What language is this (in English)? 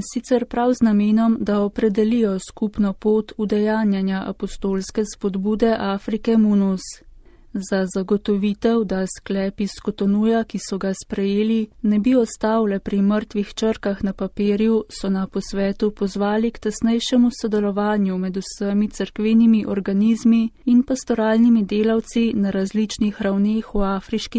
Slovenian